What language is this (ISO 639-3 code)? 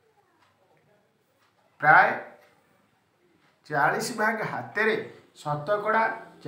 ori